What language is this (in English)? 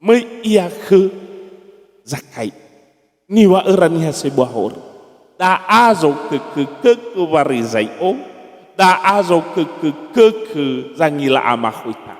Nias